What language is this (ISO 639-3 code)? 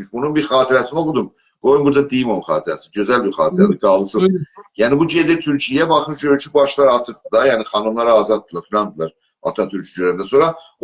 azb